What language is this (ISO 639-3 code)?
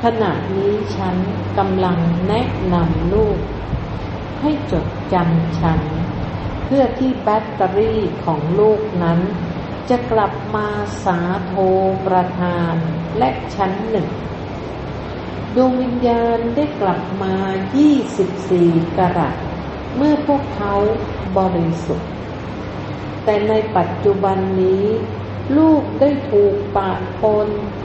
tha